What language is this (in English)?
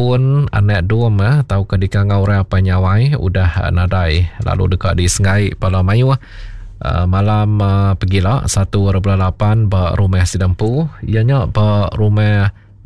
Iban